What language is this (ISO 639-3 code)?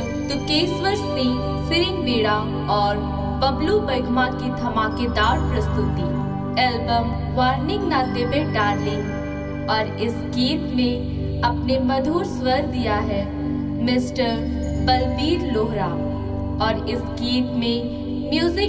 sck